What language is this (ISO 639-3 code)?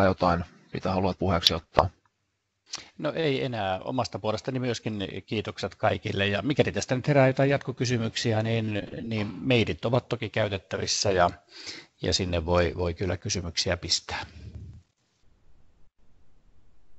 fin